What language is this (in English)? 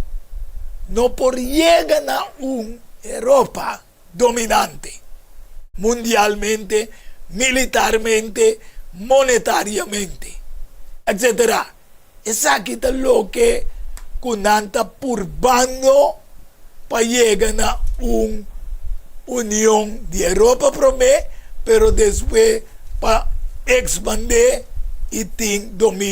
Papiamento